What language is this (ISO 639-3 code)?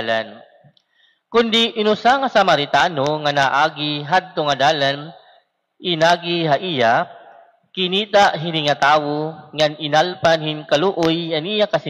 war